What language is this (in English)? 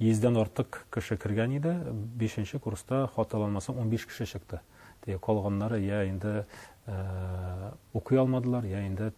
Tatar